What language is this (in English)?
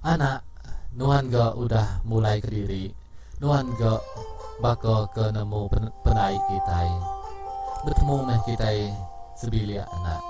Iban